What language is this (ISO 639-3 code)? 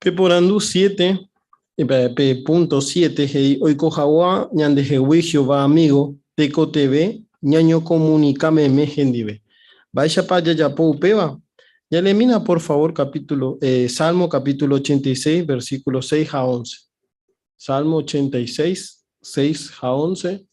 grn